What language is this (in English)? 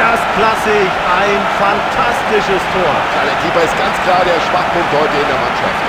Bavarian